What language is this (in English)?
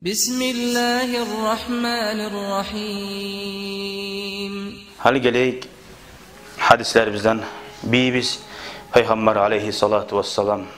Kumyk